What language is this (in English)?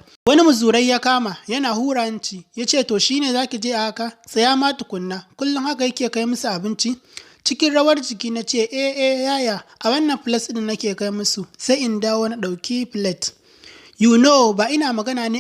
Hausa